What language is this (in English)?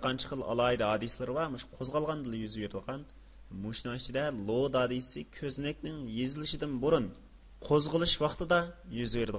Uyghur